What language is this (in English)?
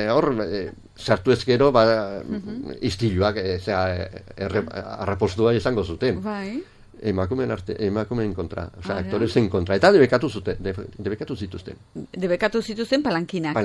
Basque